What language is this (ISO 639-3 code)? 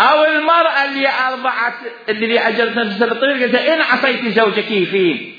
acm